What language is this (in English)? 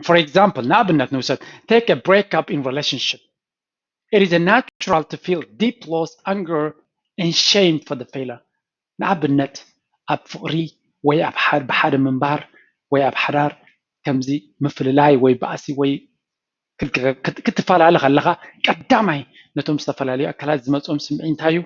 Tigrinya